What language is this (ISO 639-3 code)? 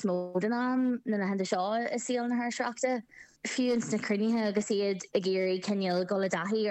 gle